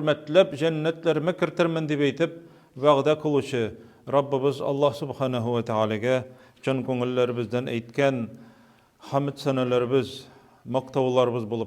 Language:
Tatar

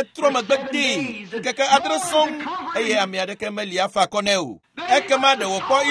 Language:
Ewe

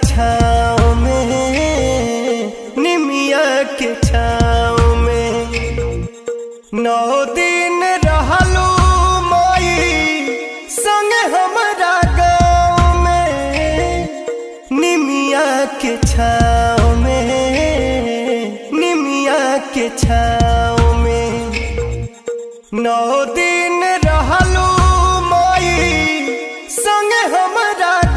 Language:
Bhojpuri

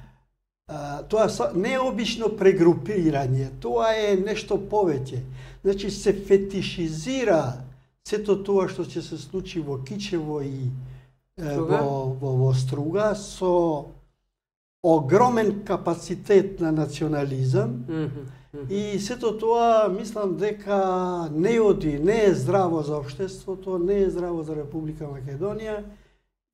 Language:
Macedonian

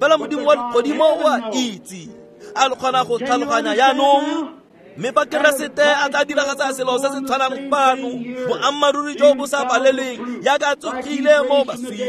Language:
Tswana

